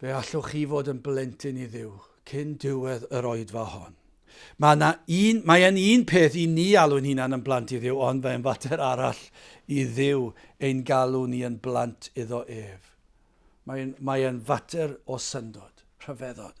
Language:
Welsh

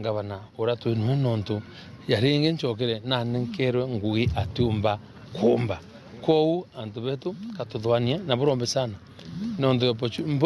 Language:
Meru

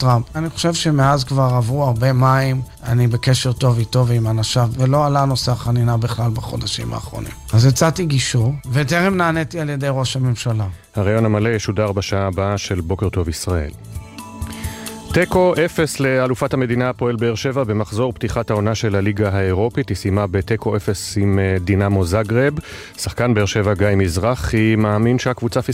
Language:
Hebrew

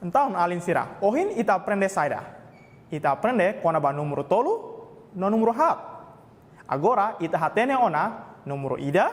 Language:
Tetum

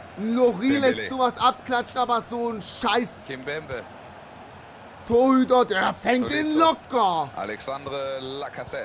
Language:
German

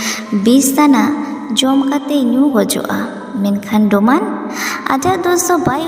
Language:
Santali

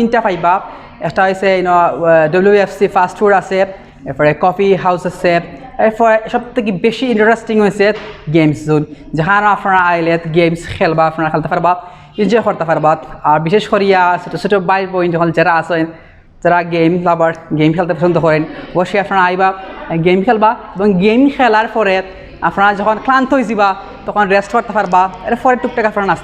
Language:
Sylheti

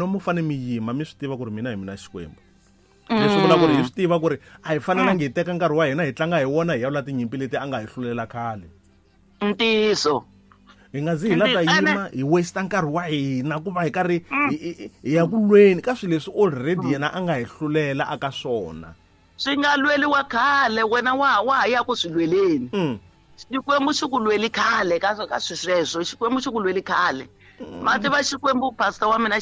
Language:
Tsonga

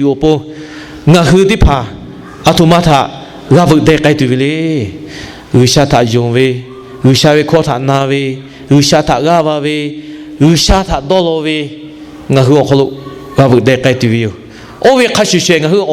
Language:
Lahu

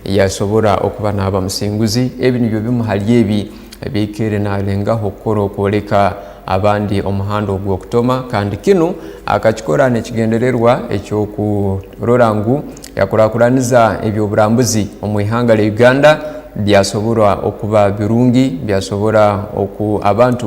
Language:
Tooro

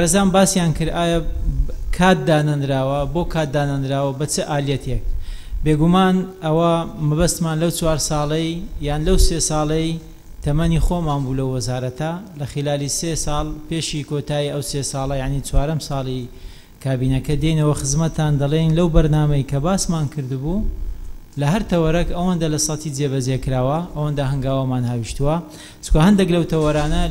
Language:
Central Kurdish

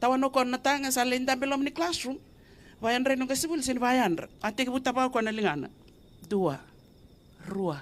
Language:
Fijian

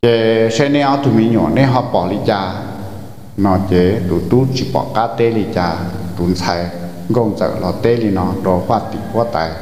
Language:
Hmong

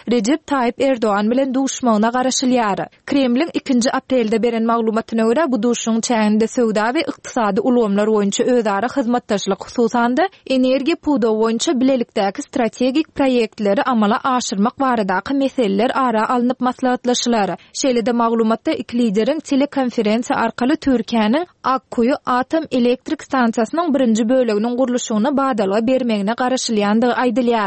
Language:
Turkmen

